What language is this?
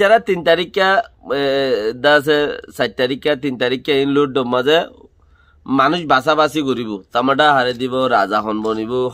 Rohingya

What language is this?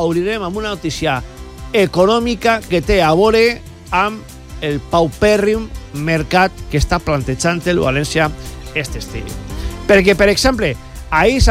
Catalan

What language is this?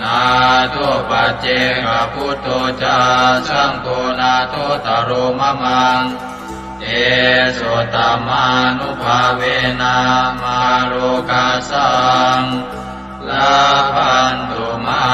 Pali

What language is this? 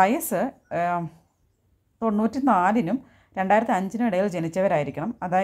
Malayalam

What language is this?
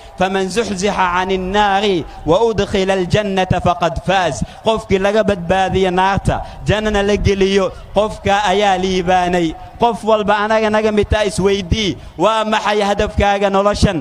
Somali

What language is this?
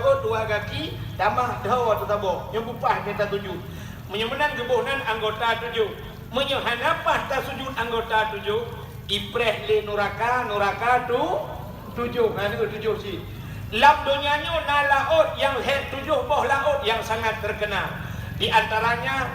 Achinese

